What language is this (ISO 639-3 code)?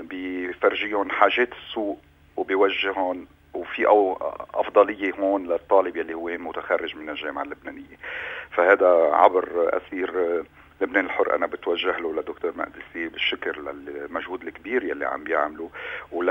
apc